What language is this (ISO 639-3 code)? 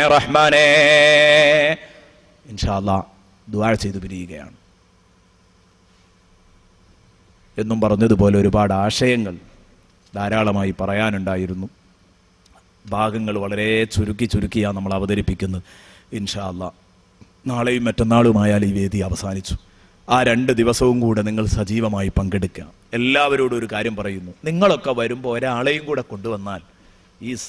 mal